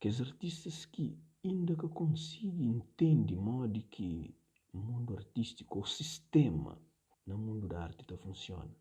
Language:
Kabuverdianu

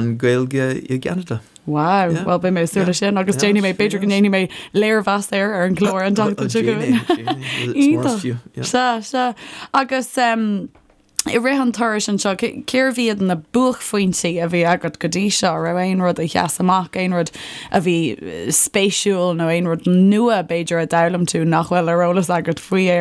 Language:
Irish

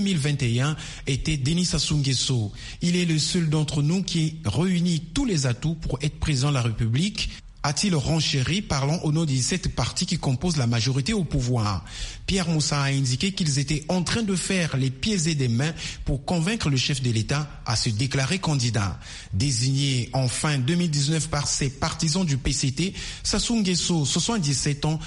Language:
French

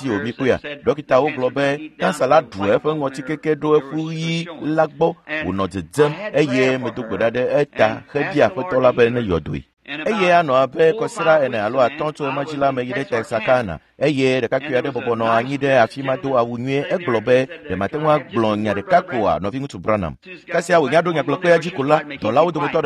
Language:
Ewe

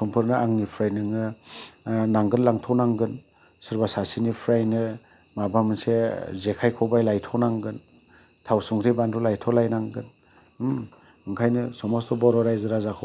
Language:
Bodo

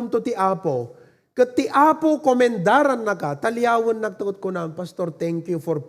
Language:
Iloko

